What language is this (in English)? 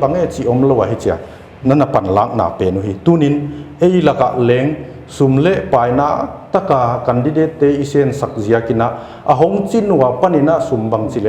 Paite Chin